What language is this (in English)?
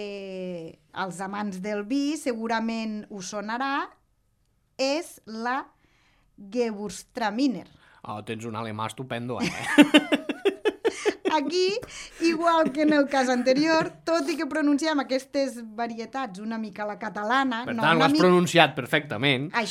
Catalan